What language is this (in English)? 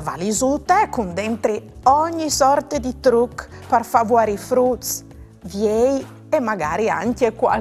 Friulian